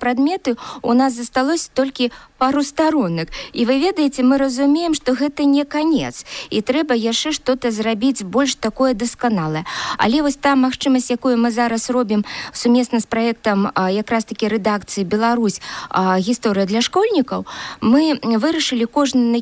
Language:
Belarusian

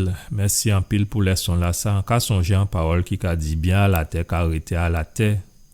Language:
Guadeloupean Creole French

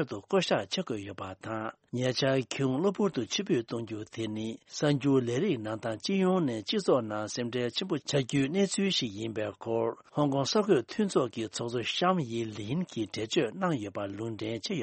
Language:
Tibetan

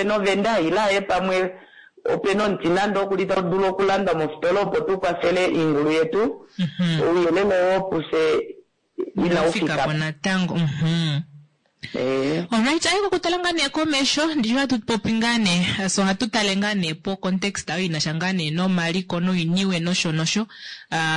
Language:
Kuanyama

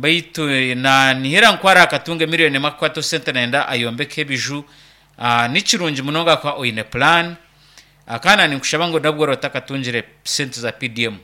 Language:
Nyankole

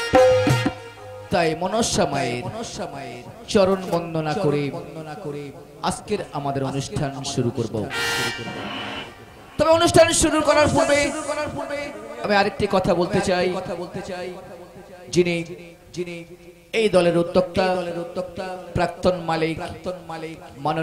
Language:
Bangla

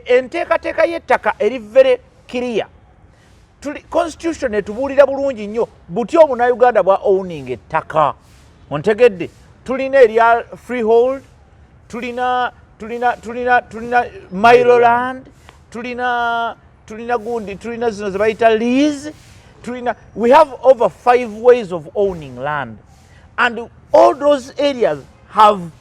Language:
Ganda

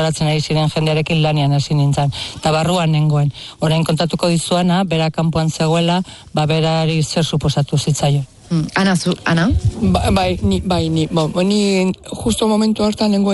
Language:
Basque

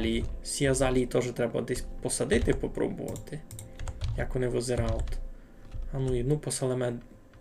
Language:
Rusyn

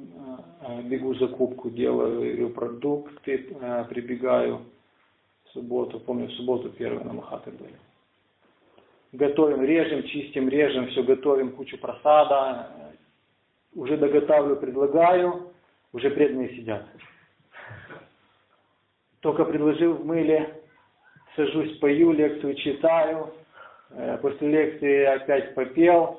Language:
Russian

